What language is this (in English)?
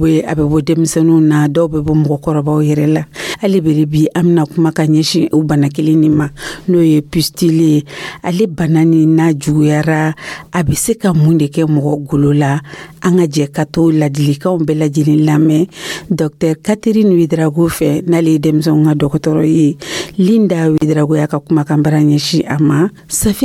Dyula